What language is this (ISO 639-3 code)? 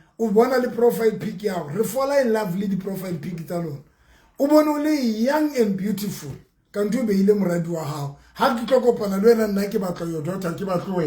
sot